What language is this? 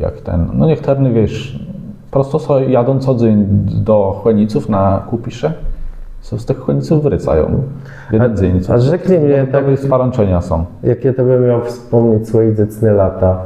Kashubian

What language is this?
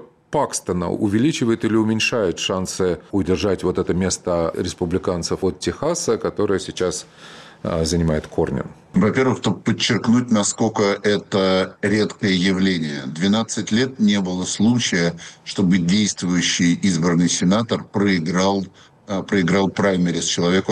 Russian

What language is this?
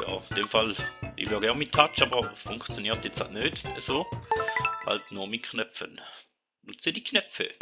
Swiss German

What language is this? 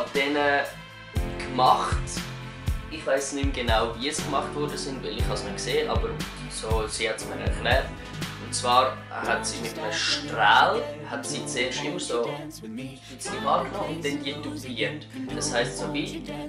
Swiss German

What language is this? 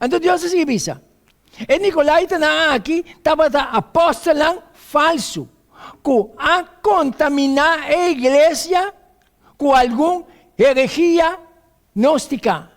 Papiamento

